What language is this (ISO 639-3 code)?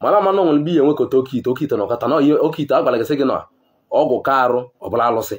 ibo